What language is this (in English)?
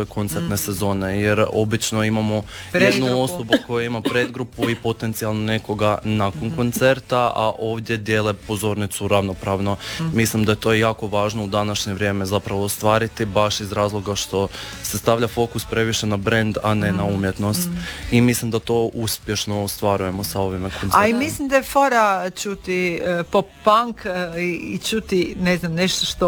Croatian